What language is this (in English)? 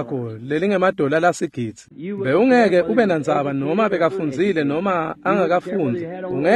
Swati